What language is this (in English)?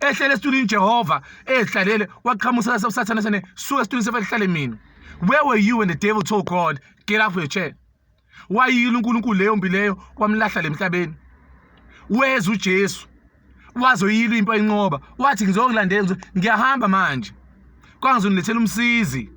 Zulu